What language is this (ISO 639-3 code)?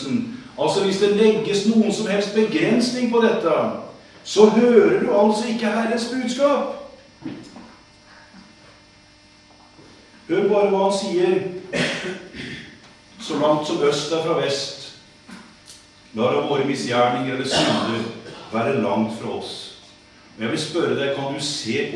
nor